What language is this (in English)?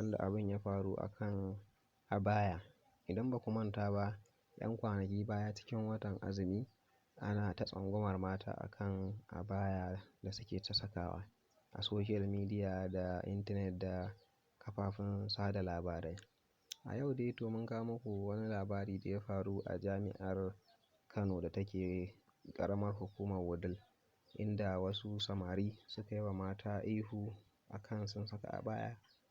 Hausa